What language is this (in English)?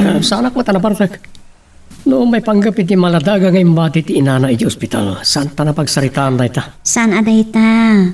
Iloko